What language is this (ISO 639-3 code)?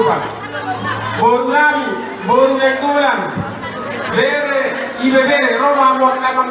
bbc